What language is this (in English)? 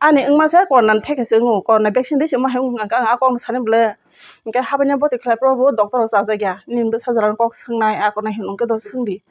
Kok Borok